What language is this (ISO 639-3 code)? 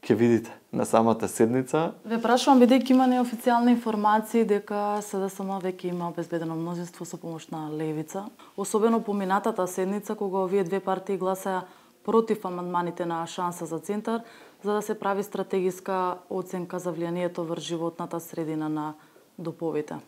mkd